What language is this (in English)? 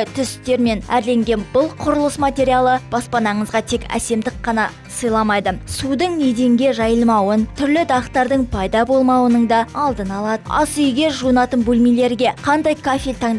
Kazakh